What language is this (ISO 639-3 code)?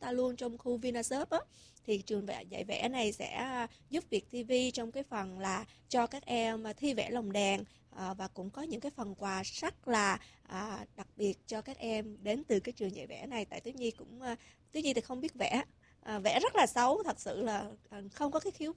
vie